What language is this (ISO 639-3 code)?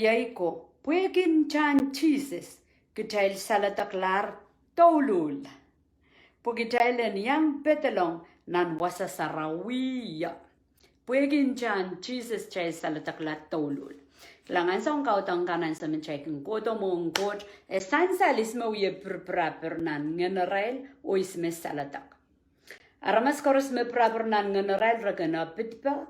pon